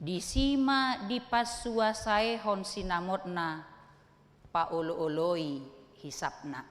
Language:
Batak Toba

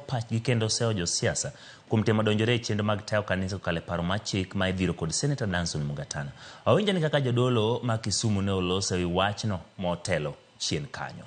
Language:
Luo (Kenya and Tanzania)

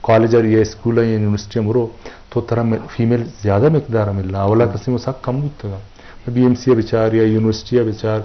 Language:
Eastern Balochi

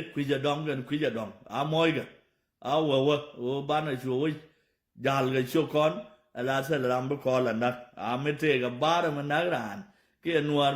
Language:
Nuer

